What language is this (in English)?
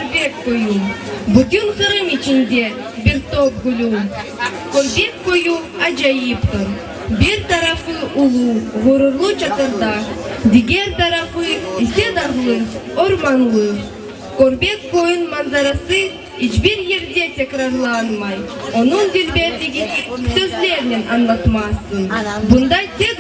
Crimean Tatar